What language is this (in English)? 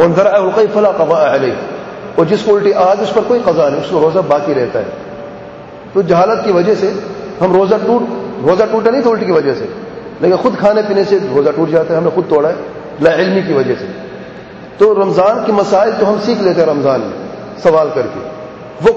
Urdu